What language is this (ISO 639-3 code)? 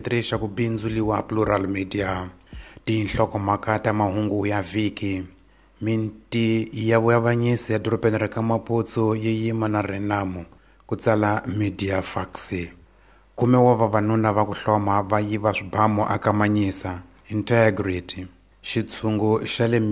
tso